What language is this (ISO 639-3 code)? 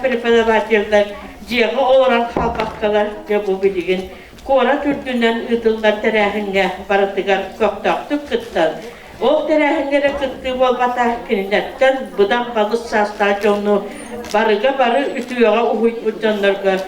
sah